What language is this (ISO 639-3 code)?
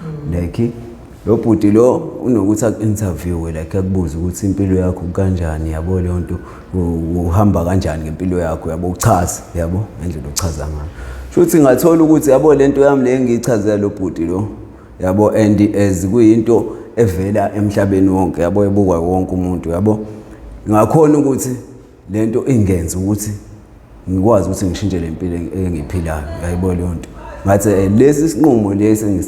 zul